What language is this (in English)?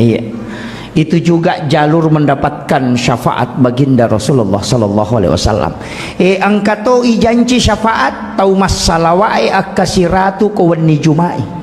Buginese